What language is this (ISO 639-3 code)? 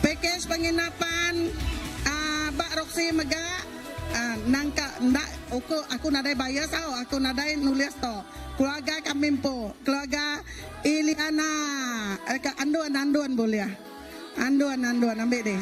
iba